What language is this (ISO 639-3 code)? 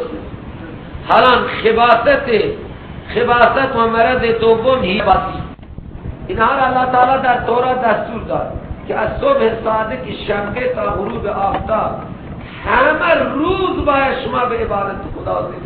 fas